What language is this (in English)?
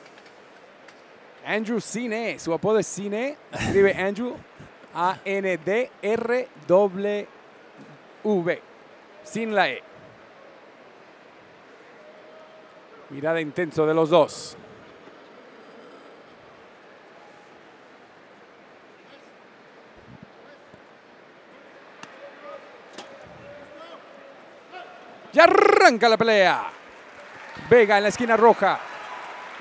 Spanish